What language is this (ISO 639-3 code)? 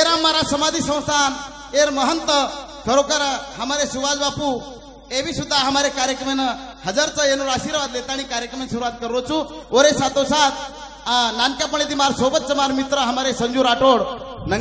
lmn